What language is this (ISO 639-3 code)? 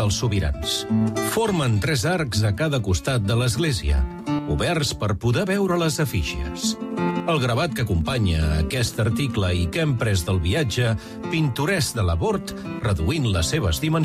cat